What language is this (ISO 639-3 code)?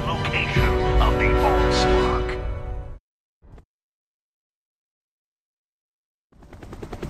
eng